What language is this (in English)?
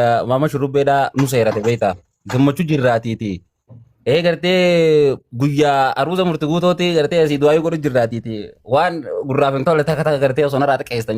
Oromo